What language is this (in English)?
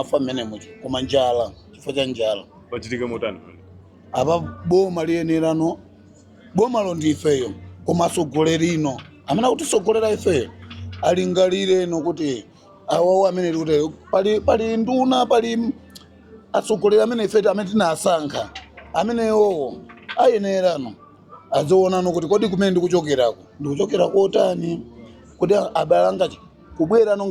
Nyanja